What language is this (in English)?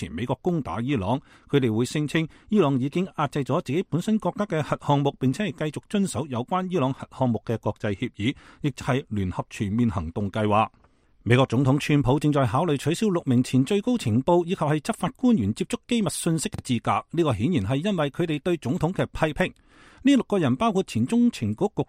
Cantonese